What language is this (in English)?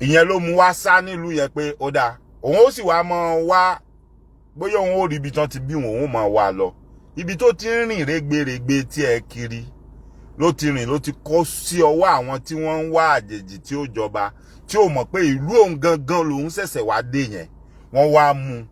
Yoruba